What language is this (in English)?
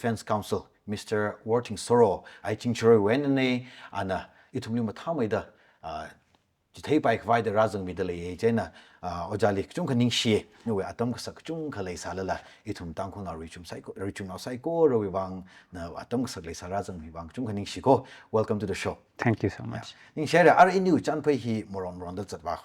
Tangkhul Naga (India)